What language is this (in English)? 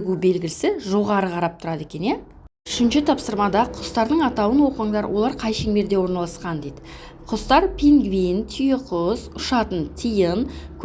Kazakh